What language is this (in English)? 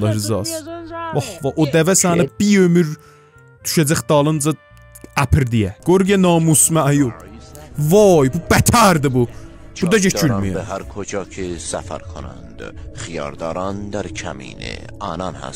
South Azerbaijani